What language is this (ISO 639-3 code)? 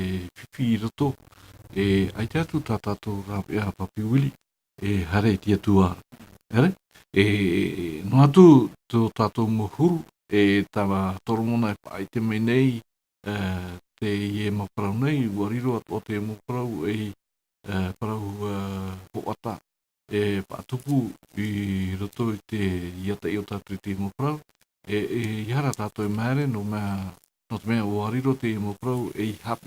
tah